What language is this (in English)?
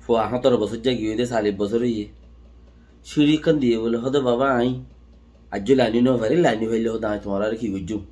Rohingya